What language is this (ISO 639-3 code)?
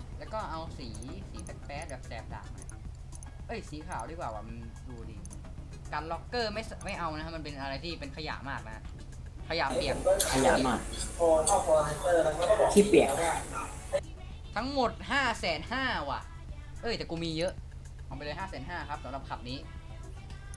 tha